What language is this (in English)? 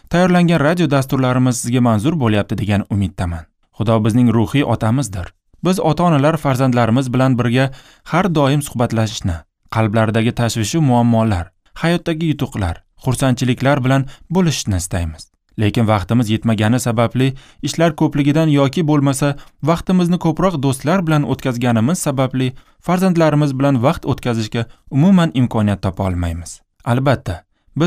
Uzbek